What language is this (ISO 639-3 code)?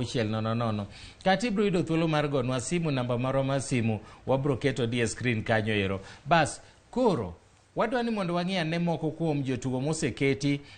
luo